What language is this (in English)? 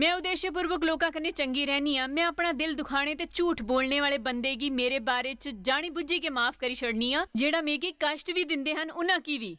Dogri